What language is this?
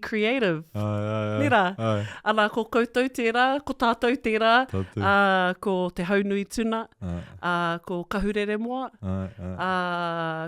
Māori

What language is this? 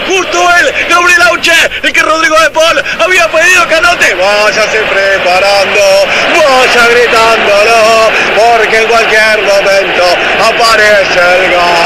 Spanish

